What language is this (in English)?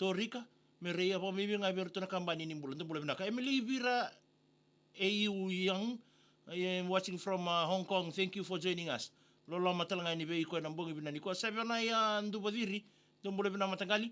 Fijian